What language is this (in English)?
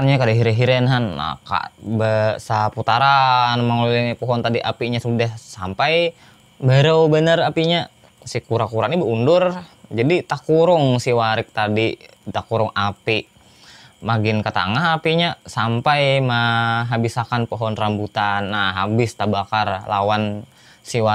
Banjar